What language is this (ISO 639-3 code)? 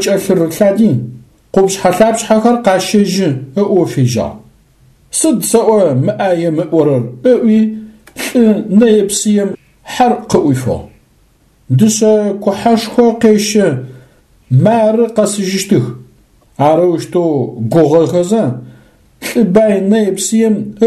ady